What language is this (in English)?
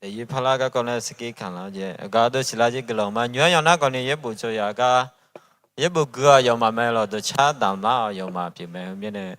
Akha